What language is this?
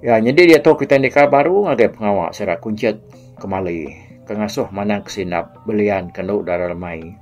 Iban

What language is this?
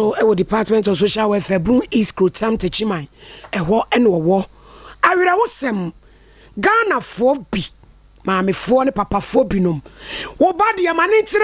Akan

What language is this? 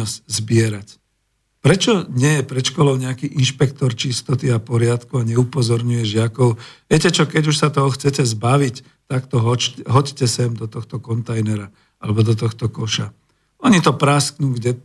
Slovak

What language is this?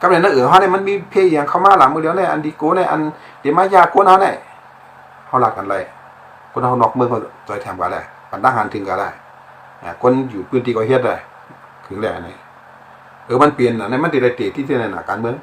Shan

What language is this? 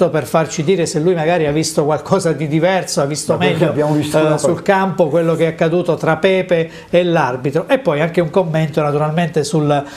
Italian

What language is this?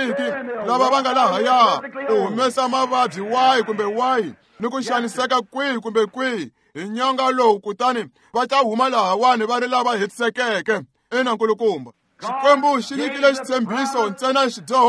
Tsonga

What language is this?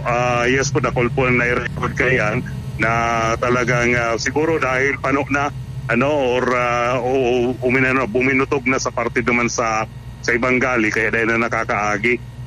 Bikol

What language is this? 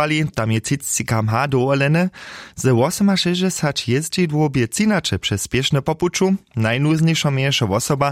Upper Sorbian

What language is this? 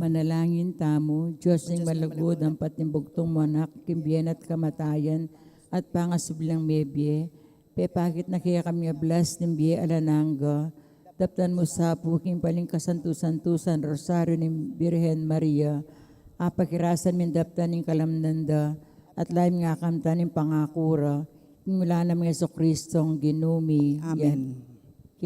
Pampanga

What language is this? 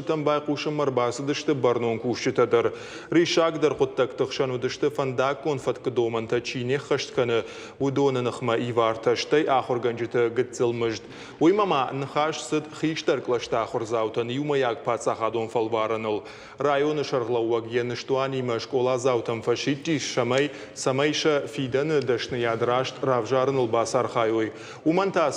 Ossetic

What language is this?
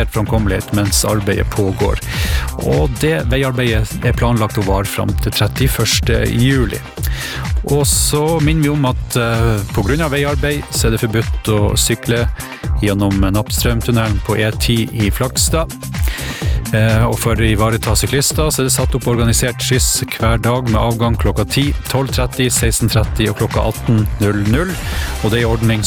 Norwegian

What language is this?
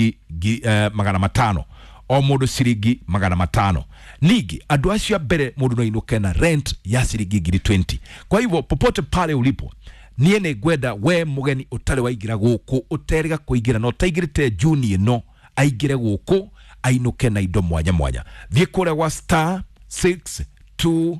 Kikuyu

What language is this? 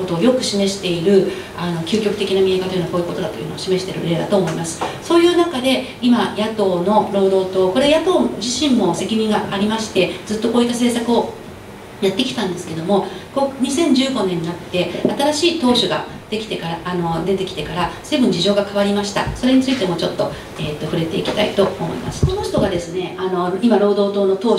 Japanese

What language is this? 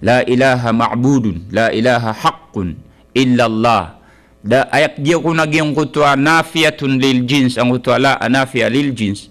Maranao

